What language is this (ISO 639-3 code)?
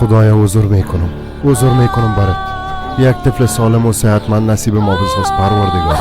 fas